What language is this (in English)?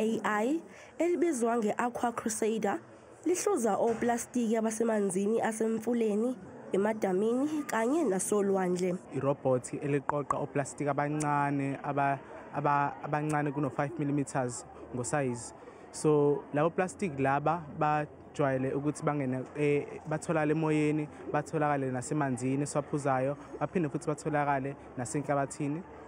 Zulu